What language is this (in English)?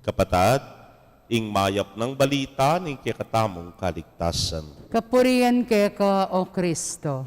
Pampanga